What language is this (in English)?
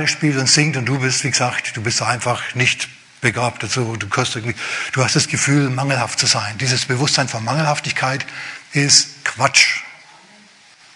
German